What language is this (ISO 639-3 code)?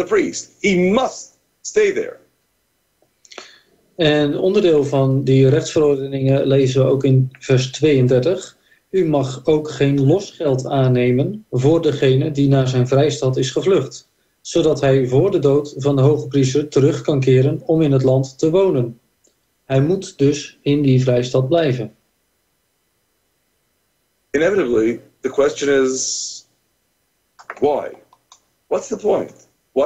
nld